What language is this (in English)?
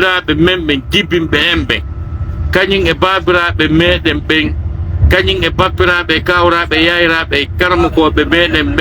Pular